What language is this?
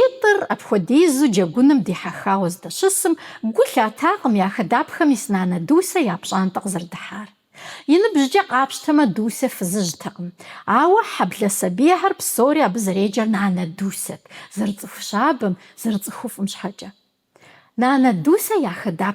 Kabardian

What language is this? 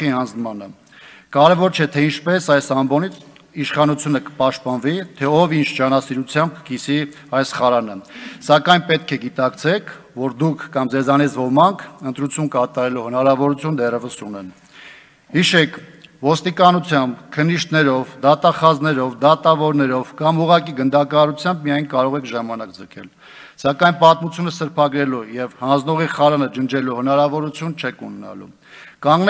Armenian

